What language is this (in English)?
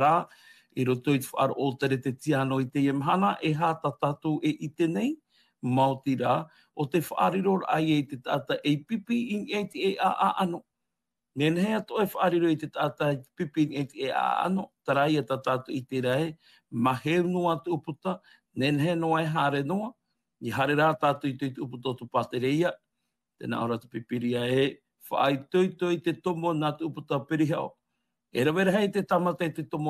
Tahitian